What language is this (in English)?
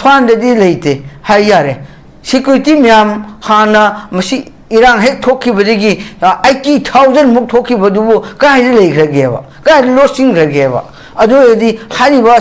Manipuri